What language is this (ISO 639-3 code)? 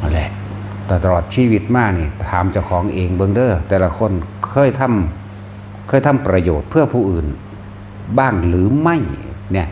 tts